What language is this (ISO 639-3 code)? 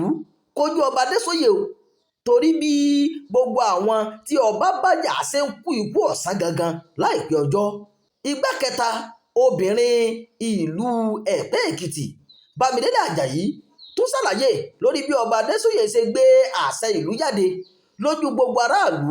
yor